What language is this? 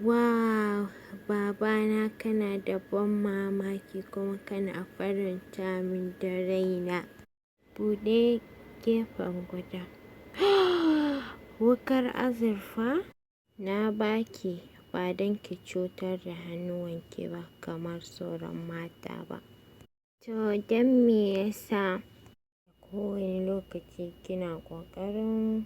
Hausa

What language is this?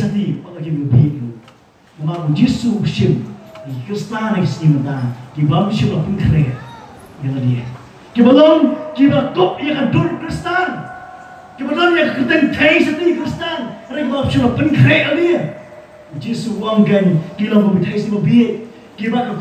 Khasi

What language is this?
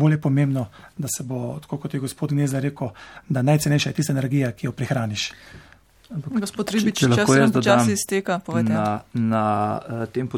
Slovenian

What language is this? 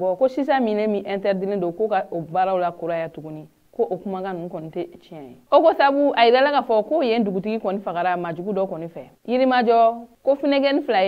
Bambara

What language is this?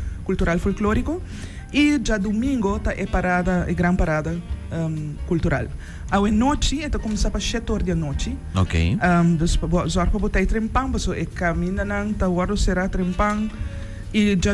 Papiamento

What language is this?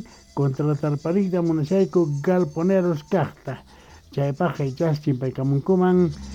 Quechua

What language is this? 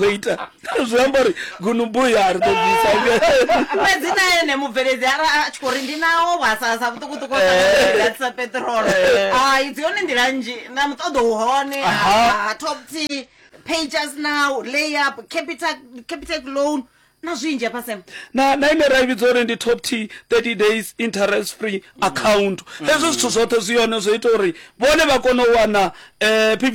Venda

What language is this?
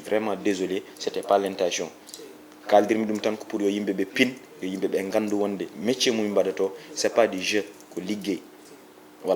Fula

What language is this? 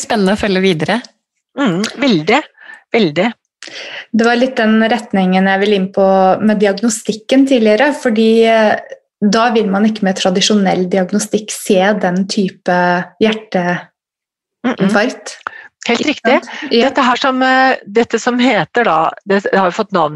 Norwegian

